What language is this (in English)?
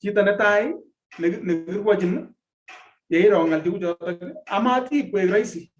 Kalenjin